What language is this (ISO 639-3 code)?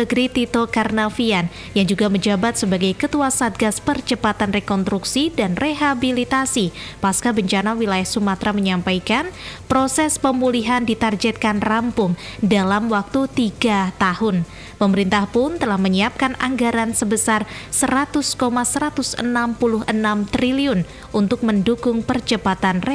ind